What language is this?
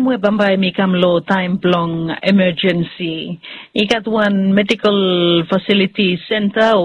Bislama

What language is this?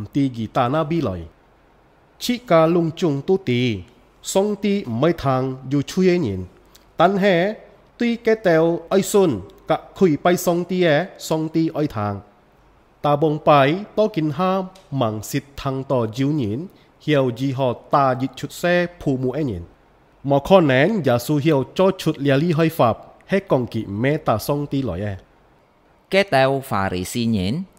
Hakka Chinese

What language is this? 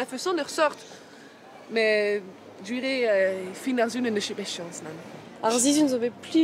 Breton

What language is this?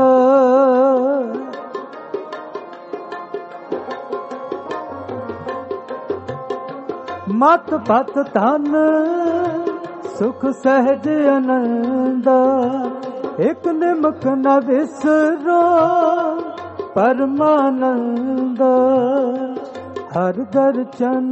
Punjabi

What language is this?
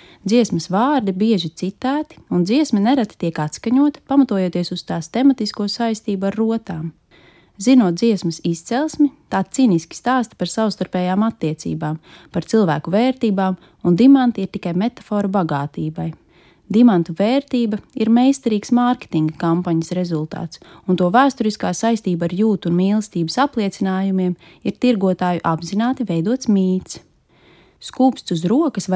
Latvian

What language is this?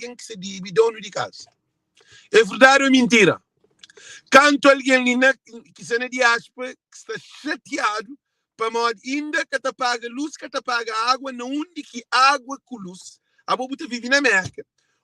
Kabuverdianu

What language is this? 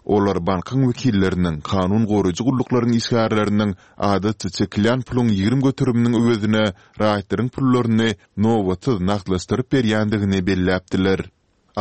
Turkmen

